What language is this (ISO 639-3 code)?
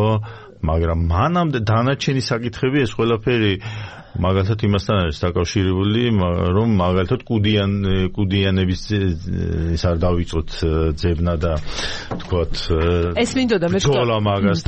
kat